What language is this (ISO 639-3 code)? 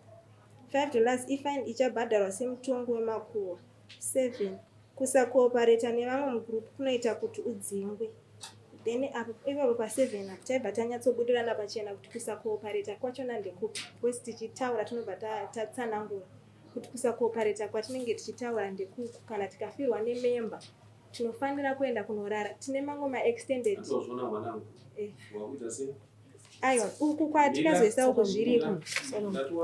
sna